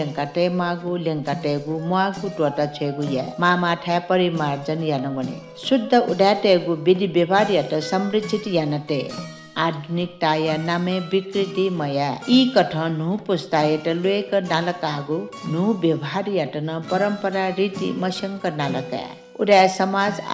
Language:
Newari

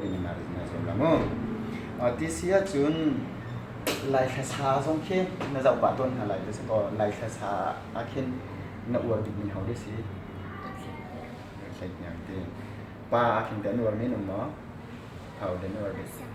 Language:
Hakha Chin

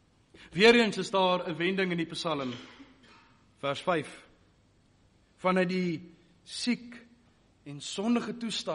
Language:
Afrikaans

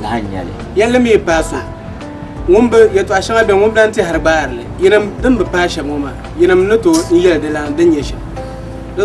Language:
Dagbani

